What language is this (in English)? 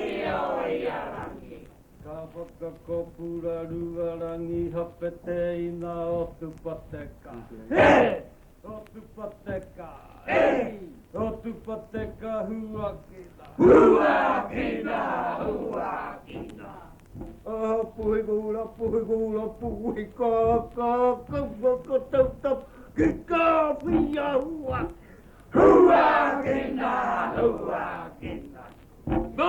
Māori